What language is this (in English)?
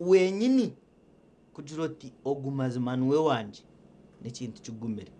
Nyankole